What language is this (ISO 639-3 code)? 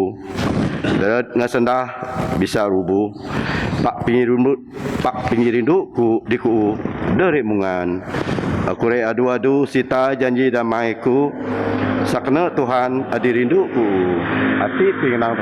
bth